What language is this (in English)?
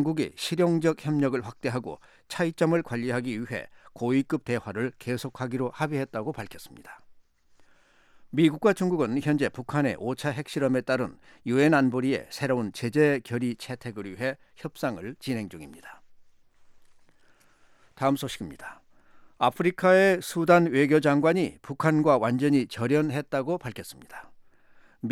Korean